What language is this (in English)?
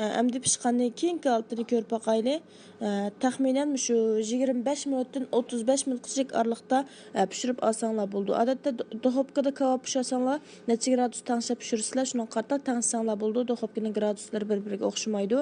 Uyghur